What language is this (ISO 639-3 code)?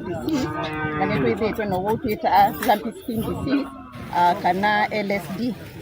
kam